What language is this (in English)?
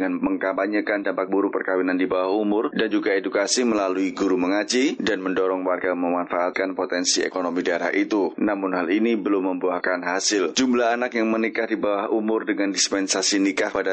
Indonesian